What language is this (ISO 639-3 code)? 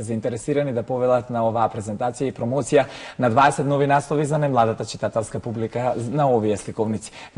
mkd